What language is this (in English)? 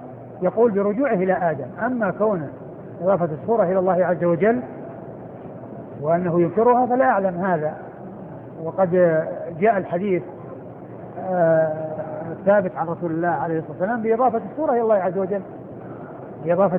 Arabic